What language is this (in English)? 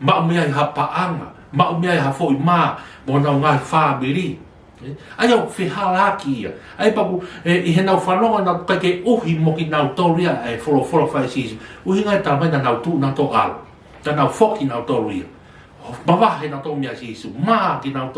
Tongan